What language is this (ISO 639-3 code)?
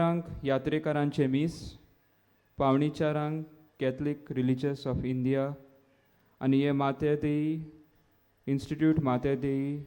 kok